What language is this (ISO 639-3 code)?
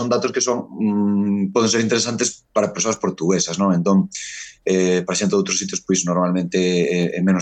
glg